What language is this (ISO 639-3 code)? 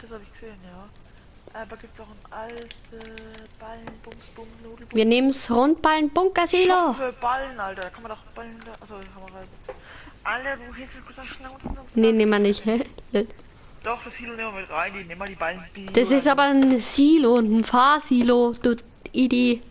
bar